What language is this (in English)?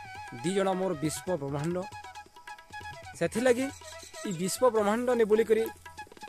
Sambalpuri